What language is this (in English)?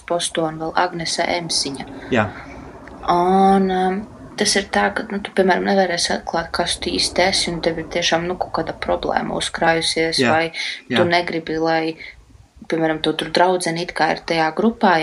Latvian